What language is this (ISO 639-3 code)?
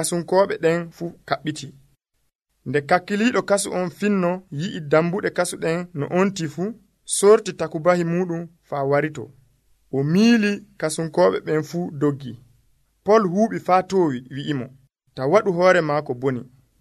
fuv